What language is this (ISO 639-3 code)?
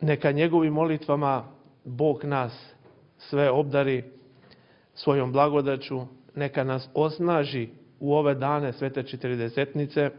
srp